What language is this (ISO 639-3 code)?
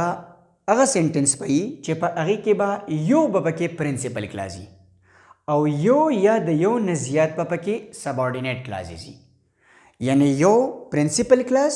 pus